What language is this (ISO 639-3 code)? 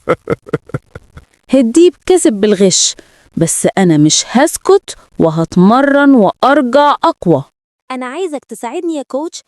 arz